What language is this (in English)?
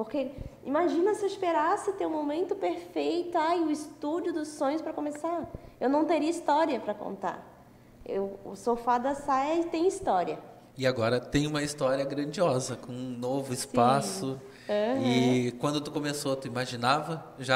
Portuguese